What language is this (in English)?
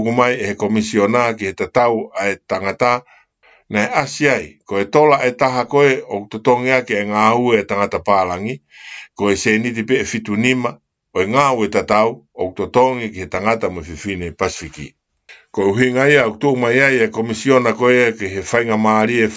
Tongan